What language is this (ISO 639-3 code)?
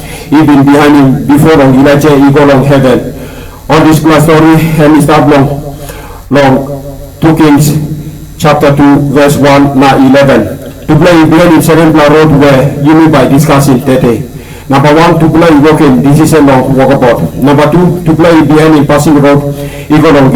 tpi